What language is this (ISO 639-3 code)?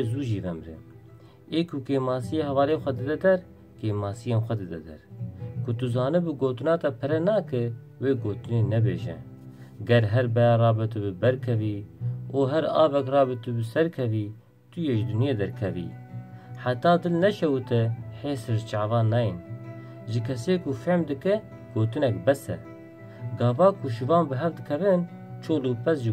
kur